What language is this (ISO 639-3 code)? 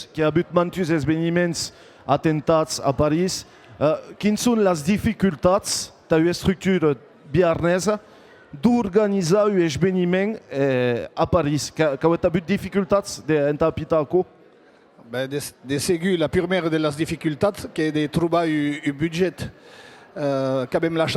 oci